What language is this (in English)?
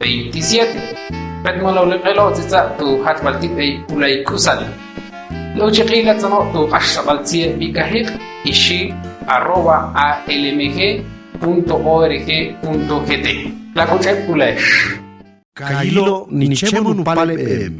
Ixil